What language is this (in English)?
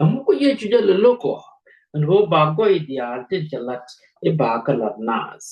Nuer